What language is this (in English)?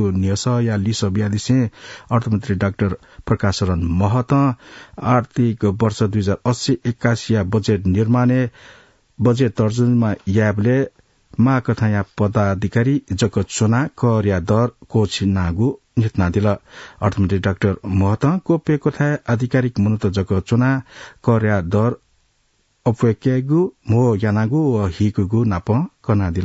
Newari